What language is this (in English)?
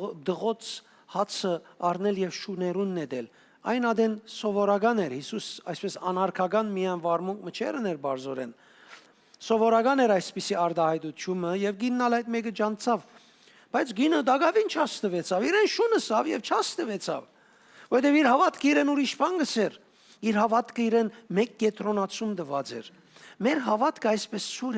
Western Armenian